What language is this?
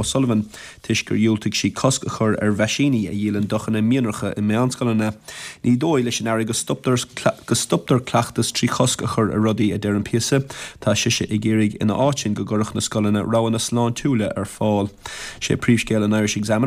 Irish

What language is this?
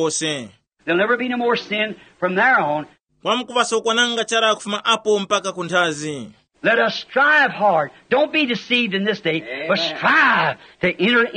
Tumbuka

